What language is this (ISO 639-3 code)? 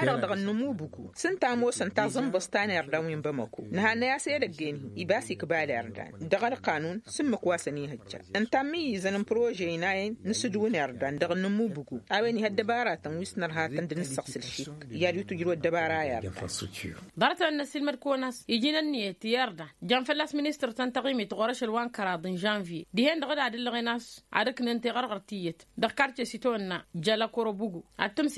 taq